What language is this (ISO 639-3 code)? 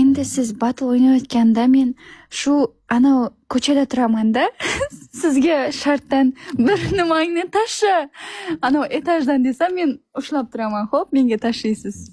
uzb